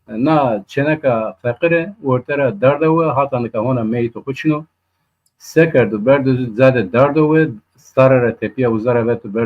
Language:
Zaza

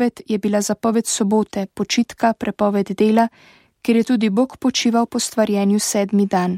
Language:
Slovenian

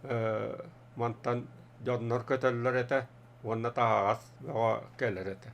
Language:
Yakut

